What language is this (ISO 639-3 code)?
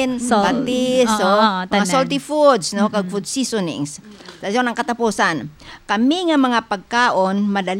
hil